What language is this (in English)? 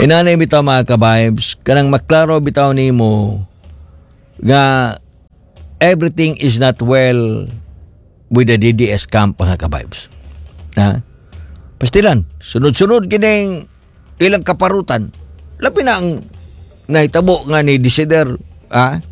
Cebuano